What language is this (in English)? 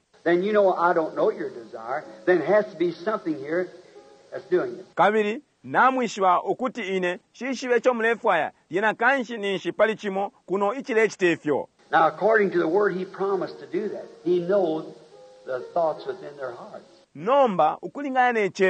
Bemba